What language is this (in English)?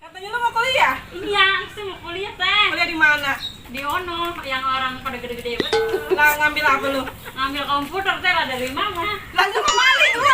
Betawi